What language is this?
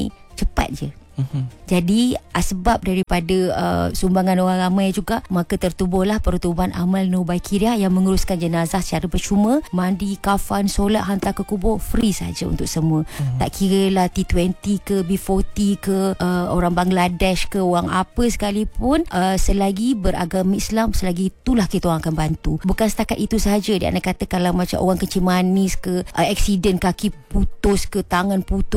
Malay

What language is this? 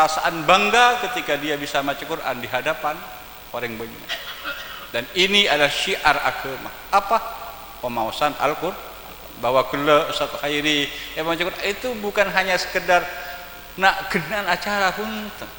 Madurese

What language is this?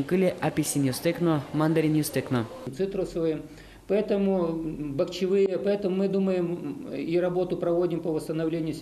Udmurt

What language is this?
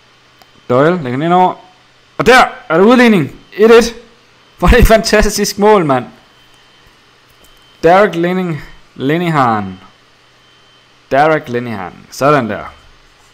Danish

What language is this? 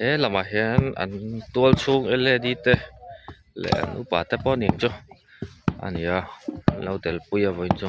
Mizo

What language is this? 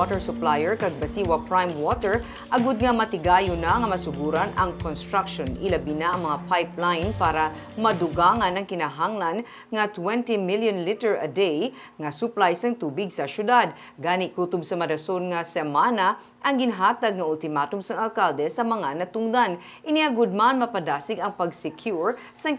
Hiligaynon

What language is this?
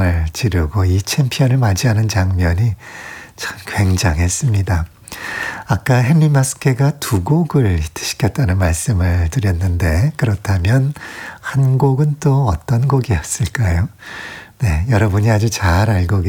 Korean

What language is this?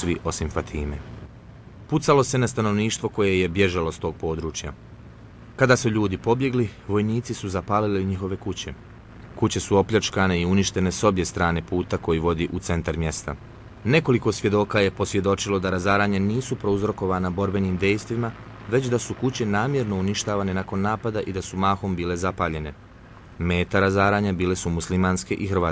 Bosnian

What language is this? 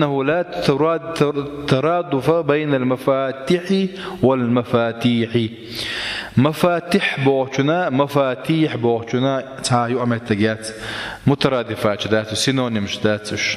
Chechen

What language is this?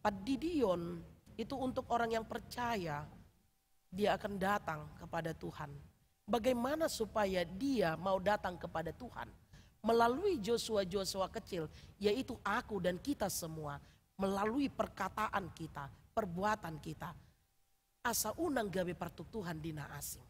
Batak Toba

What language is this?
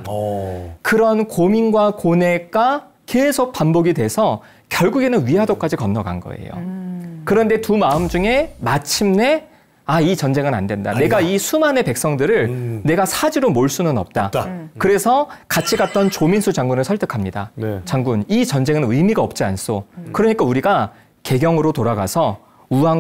Korean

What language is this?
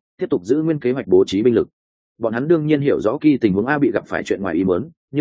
Vietnamese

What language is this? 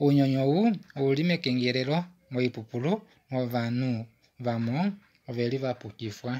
Kuanyama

